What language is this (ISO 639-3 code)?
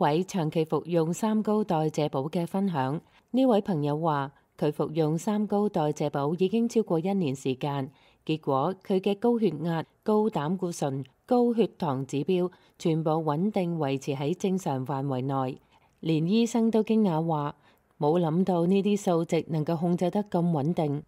yue